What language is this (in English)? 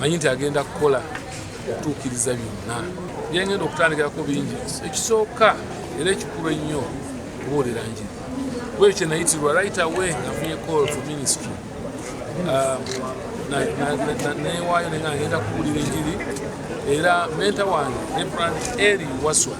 Ganda